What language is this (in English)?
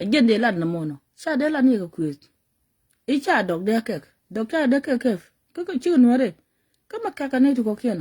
Nuer